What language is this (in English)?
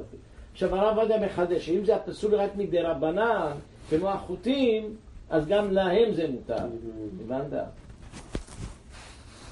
Hebrew